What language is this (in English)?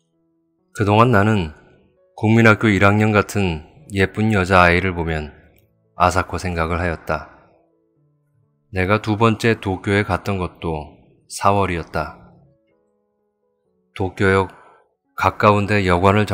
Korean